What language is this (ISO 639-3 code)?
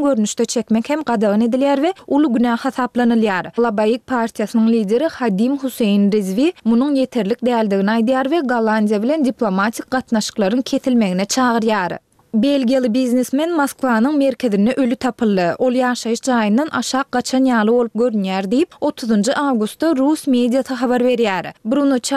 tuk